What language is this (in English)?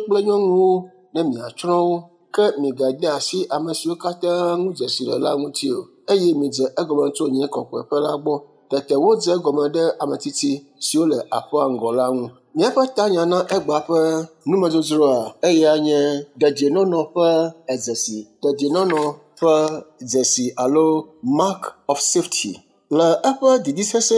Ewe